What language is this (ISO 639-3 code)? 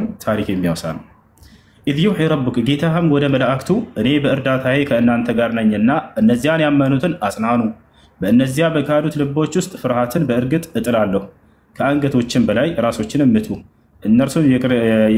amh